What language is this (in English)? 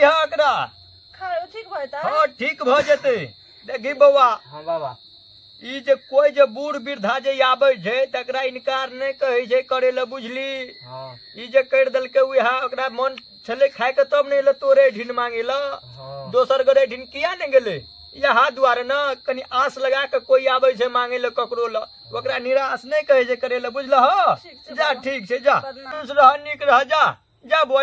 Maithili